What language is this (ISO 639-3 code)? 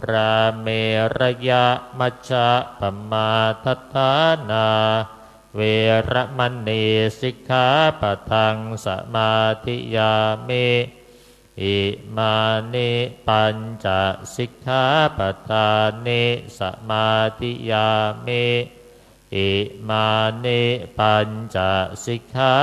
pli